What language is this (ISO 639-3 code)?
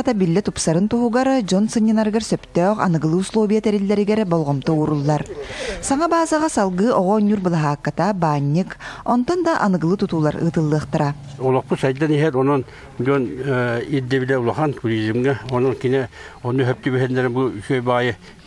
sah